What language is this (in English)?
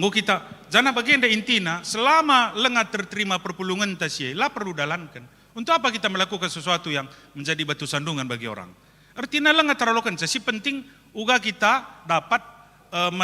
Batak Karo